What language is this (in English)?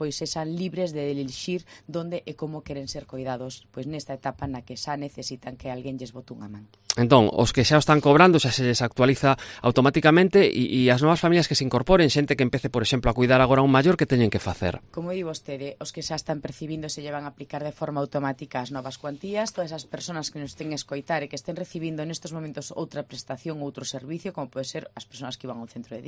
Galician